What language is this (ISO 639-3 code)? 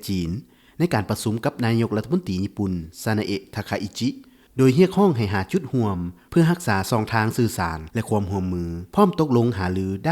lao